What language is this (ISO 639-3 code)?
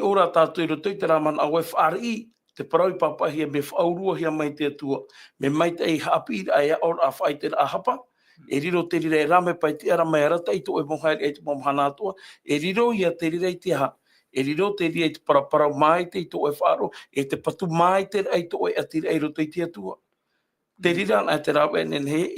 tah